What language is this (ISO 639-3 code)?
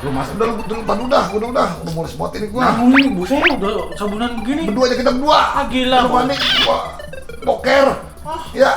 bew